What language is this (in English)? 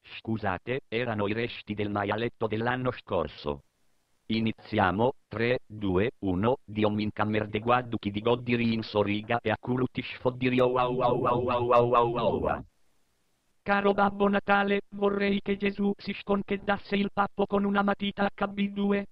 Sardinian